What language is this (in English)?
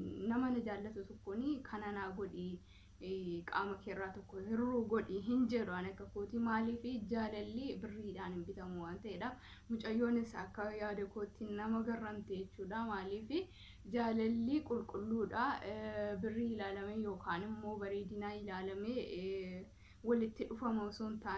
Oromo